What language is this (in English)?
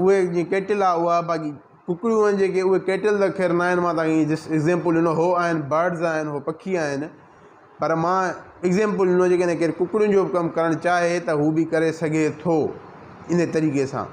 Sindhi